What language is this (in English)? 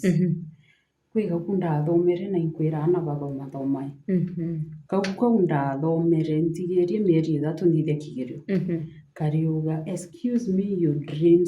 Meru